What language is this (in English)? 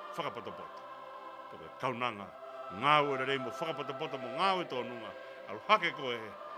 Tongan